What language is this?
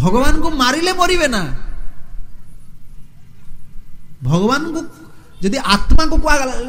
Odia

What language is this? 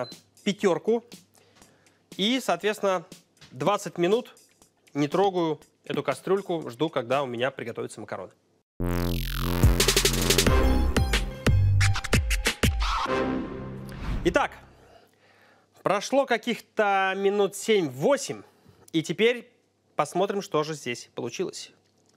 Russian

